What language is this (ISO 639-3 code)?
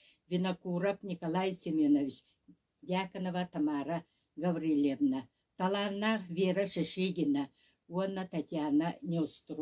sah